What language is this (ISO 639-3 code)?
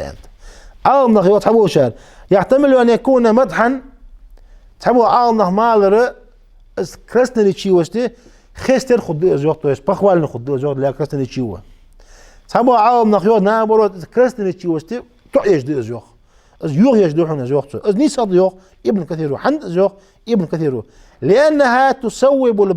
inh